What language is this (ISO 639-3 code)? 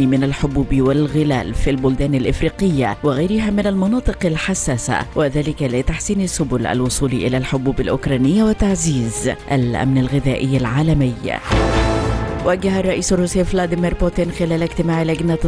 arz